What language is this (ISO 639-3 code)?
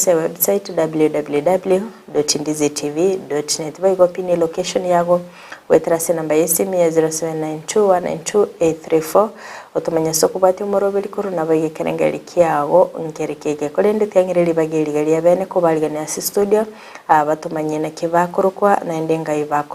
guz